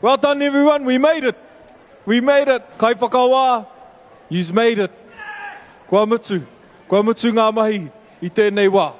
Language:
Māori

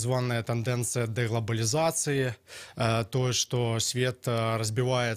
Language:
Belarusian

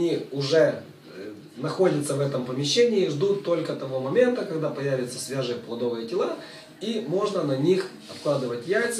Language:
Russian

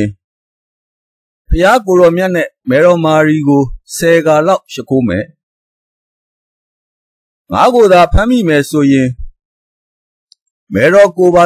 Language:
Burmese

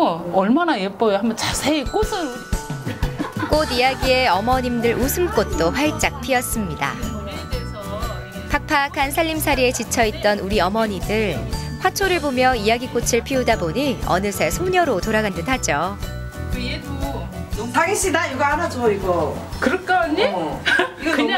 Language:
Korean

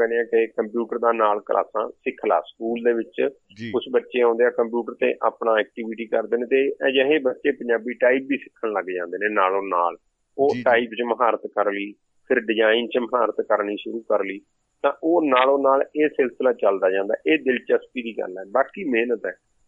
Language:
Punjabi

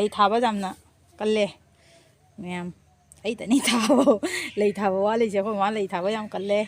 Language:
Manipuri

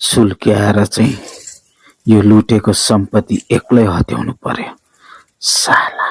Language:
Nepali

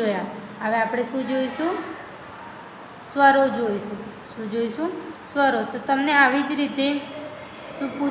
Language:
Gujarati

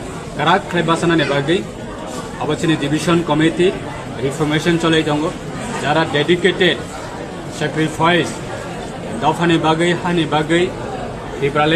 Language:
Kok Borok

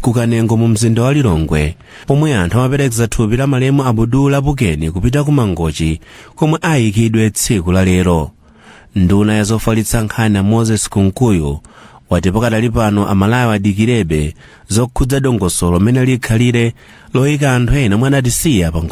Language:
Nyanja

